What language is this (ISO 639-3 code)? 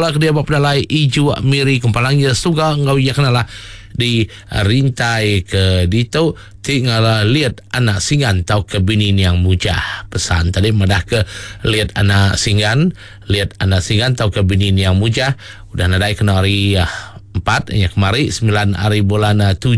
iba